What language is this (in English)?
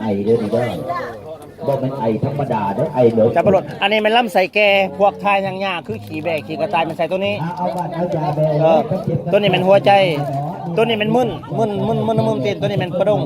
Lao